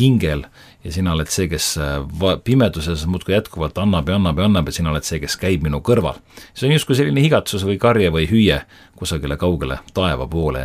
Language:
Estonian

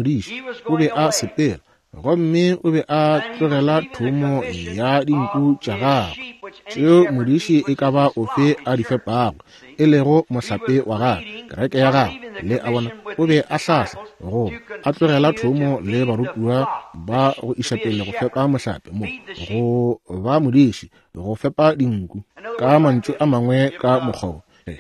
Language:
Northern Sotho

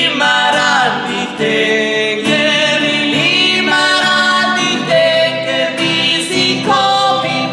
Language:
Bavarian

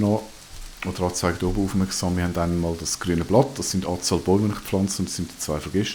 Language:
Swiss German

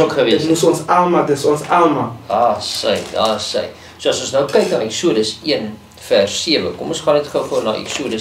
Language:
Afrikaans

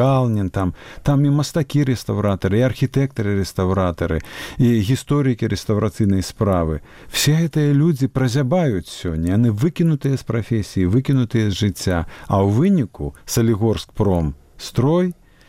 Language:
Belarusian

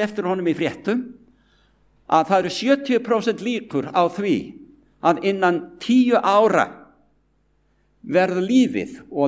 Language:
Icelandic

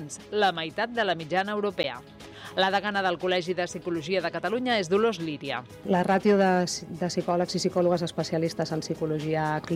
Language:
Catalan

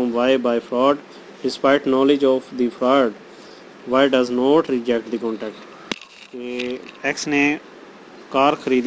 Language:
Urdu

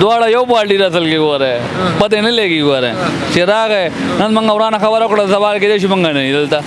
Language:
Pashto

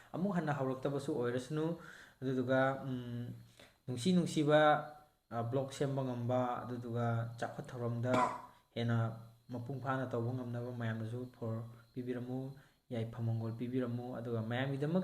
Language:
Manipuri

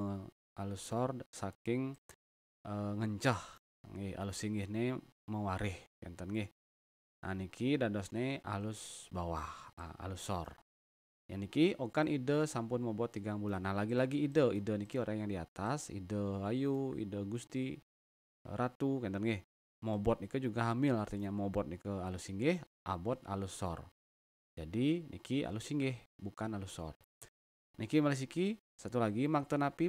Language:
Balinese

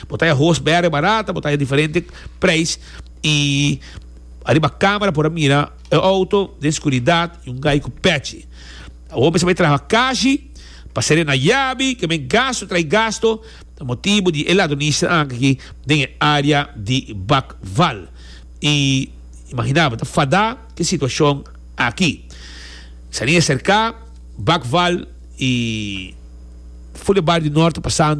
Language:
Papiamento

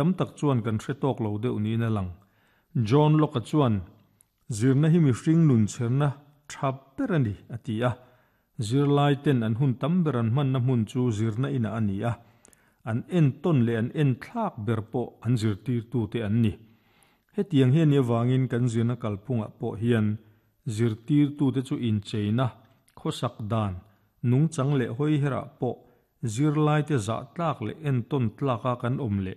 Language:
Mizo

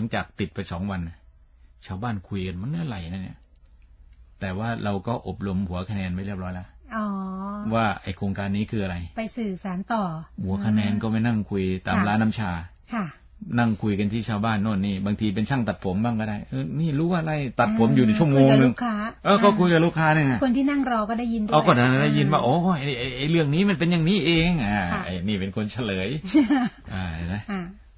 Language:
Thai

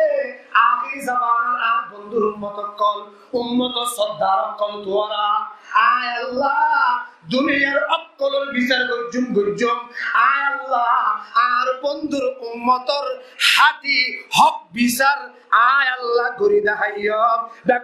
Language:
Rohingya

